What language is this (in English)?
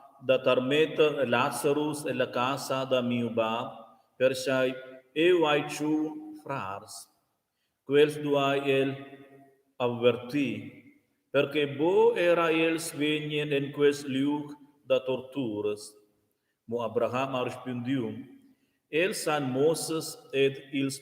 Romansh